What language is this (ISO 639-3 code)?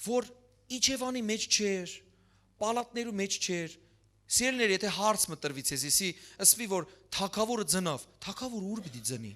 hyw